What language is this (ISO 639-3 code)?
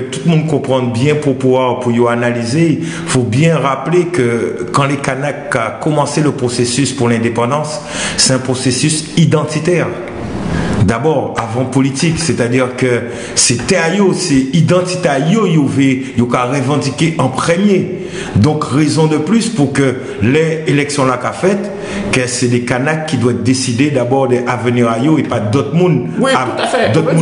gcf